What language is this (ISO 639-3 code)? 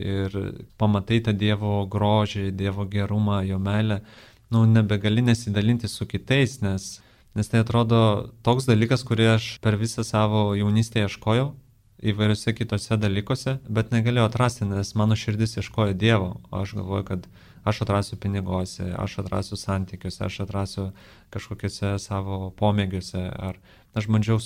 lit